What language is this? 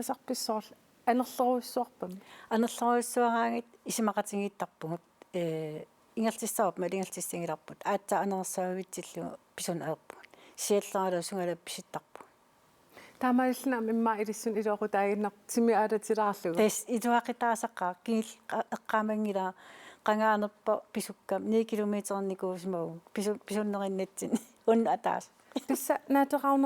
Kalaallisut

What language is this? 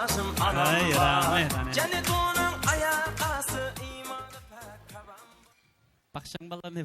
Kara-Kalpak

